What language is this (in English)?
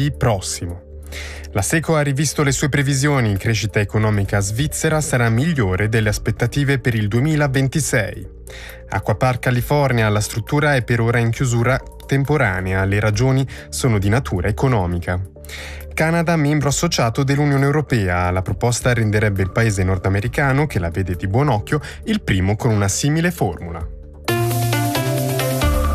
Italian